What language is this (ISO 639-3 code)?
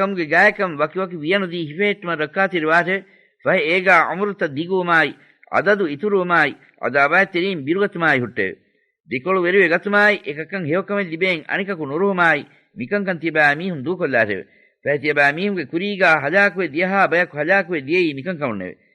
div